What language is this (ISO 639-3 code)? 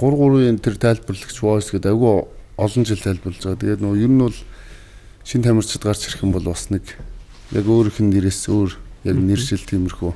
mon